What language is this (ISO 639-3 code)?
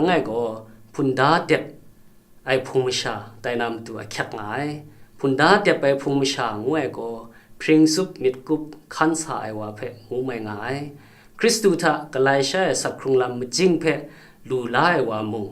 kac